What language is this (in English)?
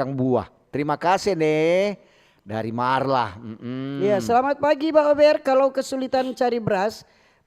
Manado Malay